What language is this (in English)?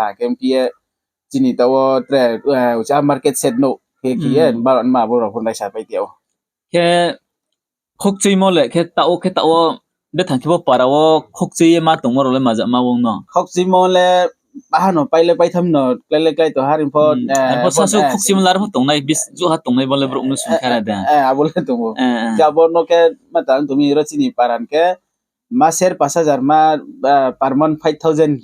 Riang (India)